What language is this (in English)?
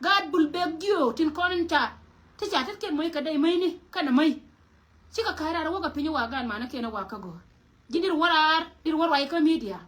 Nuer